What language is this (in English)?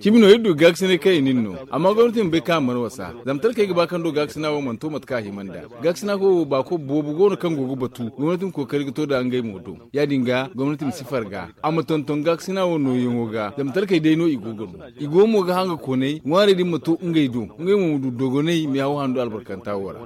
Zarma